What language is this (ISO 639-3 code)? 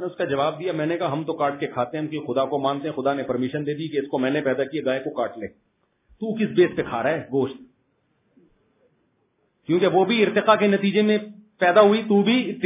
urd